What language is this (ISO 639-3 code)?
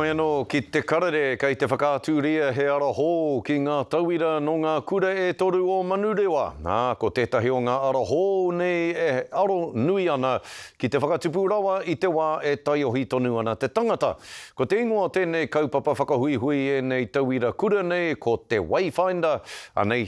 mri